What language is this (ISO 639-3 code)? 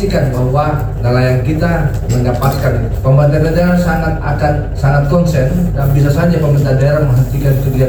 ind